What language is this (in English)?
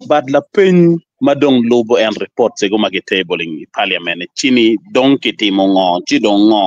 Acoli